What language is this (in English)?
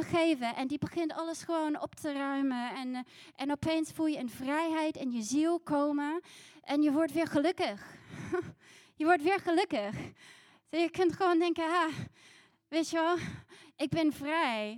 Dutch